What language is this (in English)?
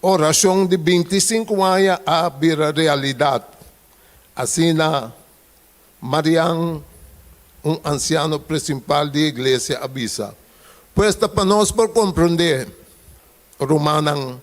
Papiamento